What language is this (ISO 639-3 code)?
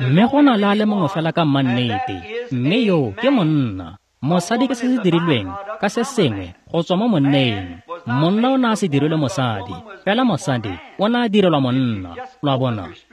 tsn